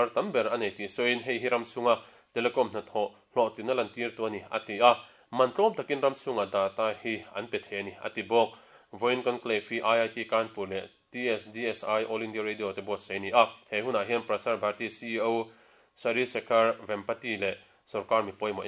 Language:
Mizo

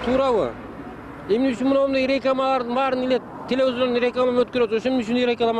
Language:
Kyrgyz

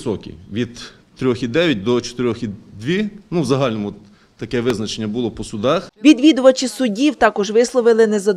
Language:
Ukrainian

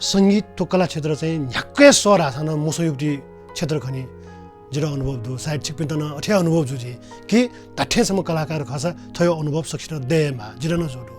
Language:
Newari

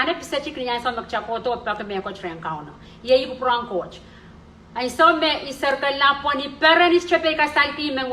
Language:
Pohnpeian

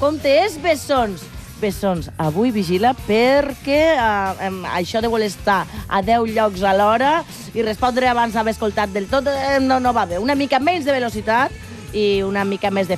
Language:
Catalan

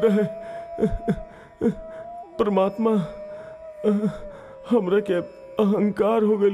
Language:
Bhojpuri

